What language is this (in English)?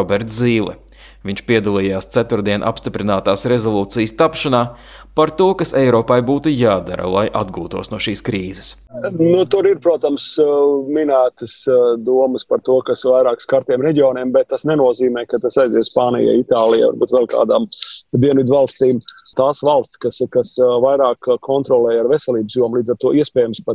Latvian